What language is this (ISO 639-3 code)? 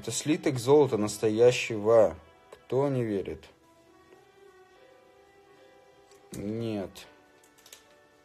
rus